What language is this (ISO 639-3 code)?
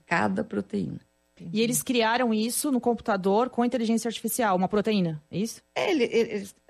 por